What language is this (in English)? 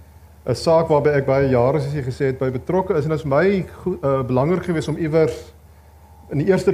Afrikaans